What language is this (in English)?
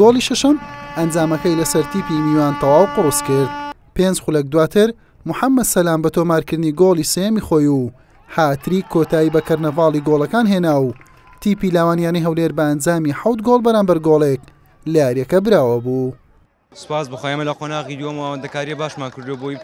Central Kurdish